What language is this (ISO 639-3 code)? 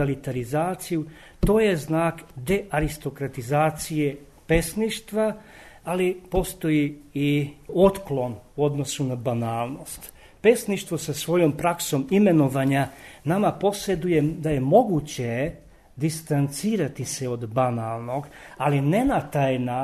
srp